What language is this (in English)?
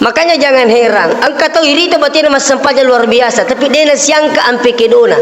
Buginese